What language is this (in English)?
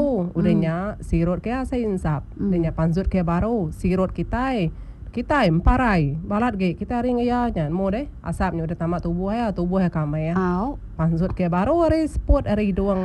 Iban